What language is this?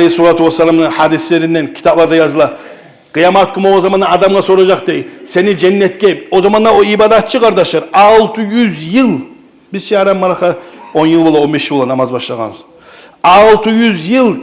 Kumyk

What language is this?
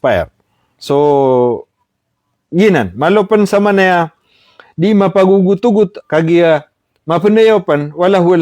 Maranao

